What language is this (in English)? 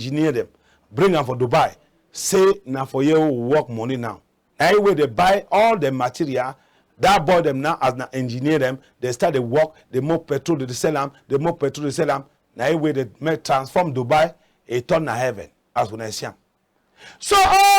Cameroon Pidgin